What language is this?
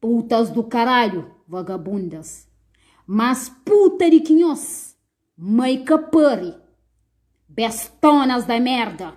Kabuverdianu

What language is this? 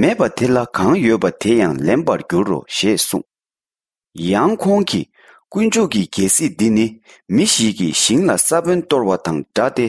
Tibetan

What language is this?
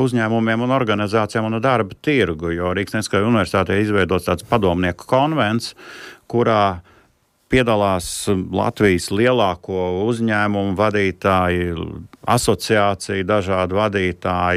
Latvian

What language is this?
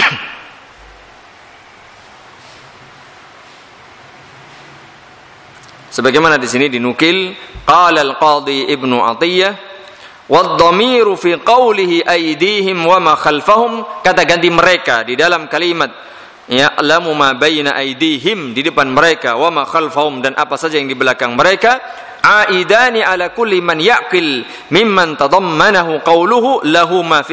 Indonesian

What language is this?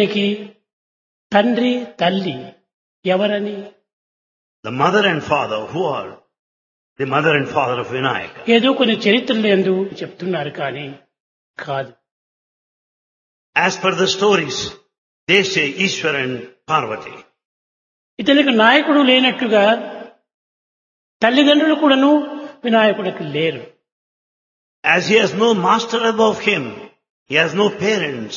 Telugu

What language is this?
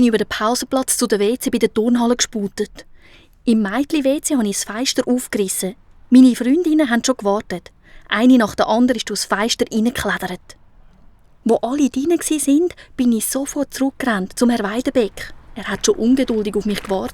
Swiss German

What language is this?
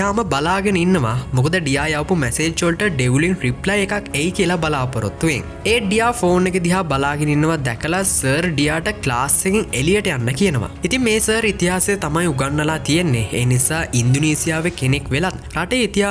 Sinhala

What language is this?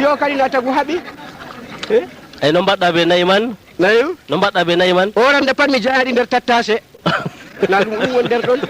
Fula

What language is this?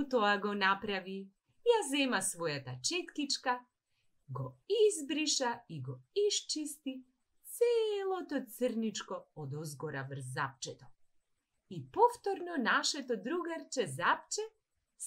Macedonian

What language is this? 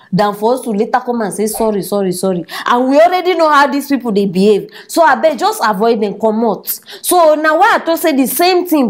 Nigerian Pidgin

